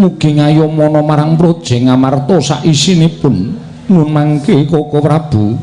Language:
Javanese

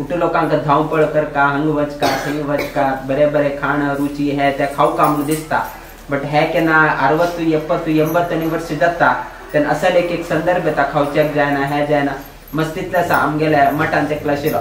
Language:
Konkani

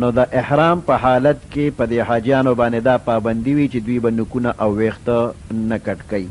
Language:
Pashto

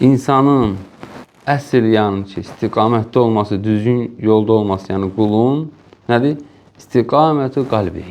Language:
Azerbaijani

